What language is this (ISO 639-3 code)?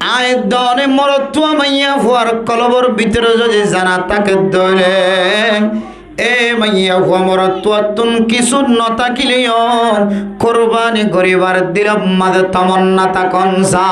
rhg